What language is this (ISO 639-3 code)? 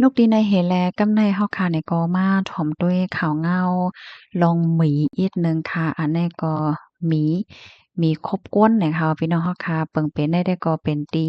shn